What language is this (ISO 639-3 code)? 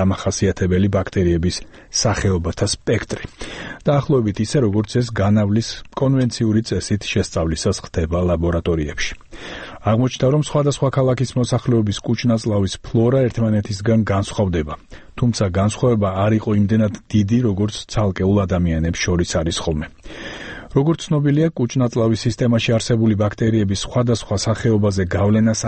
kat